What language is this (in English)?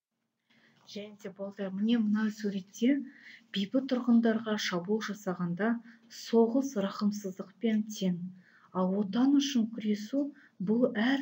Kazakh